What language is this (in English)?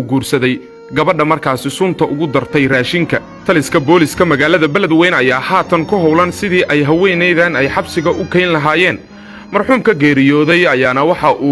Somali